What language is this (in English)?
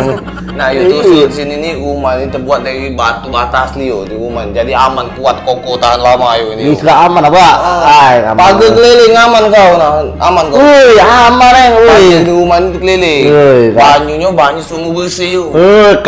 Musi